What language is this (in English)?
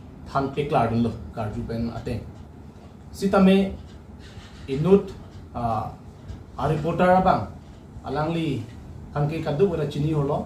Karbi